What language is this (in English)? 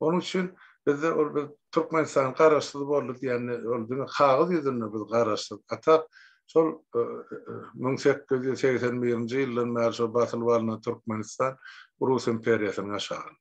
Turkmen